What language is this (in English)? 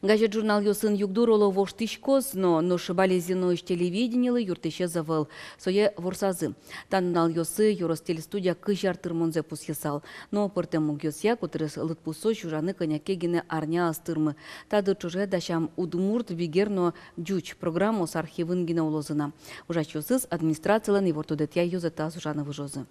Udmurt